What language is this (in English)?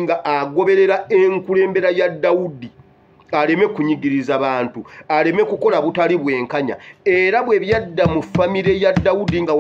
Ganda